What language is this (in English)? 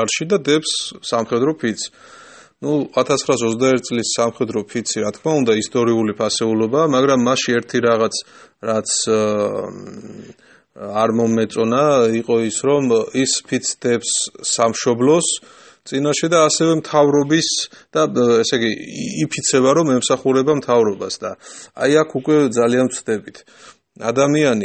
Georgian